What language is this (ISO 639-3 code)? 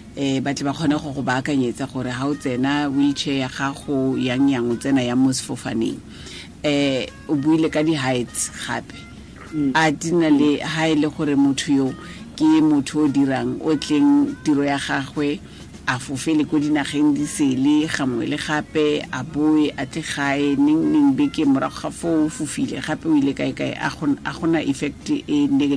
tsn